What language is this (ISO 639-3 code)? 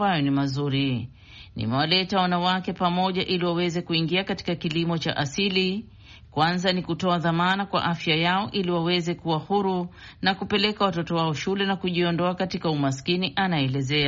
swa